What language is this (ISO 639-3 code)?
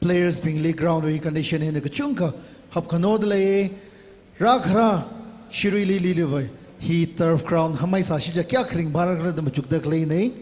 nmf